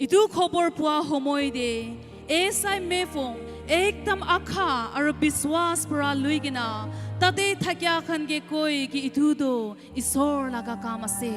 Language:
Naga Pidgin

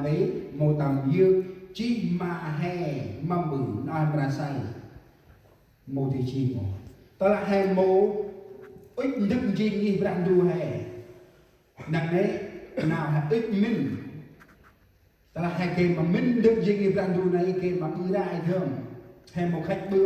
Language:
Central Mnong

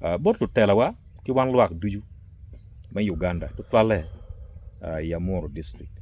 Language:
Acoli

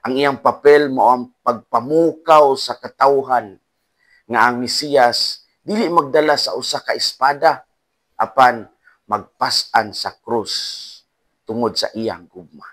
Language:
Cebuano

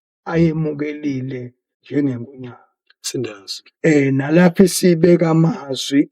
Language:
Zulu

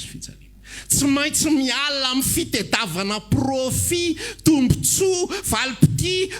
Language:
Malagasy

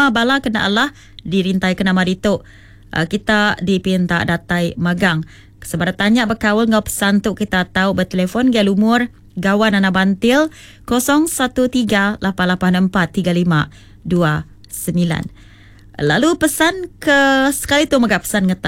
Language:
Iban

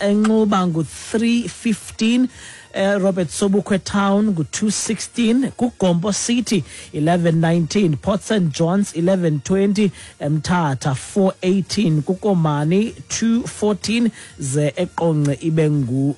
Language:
Xhosa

